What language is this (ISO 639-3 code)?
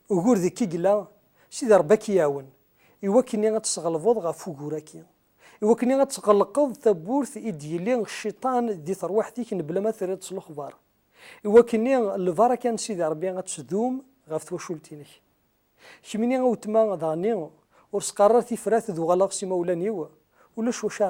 kab